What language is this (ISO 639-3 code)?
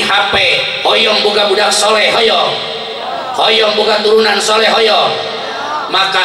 sun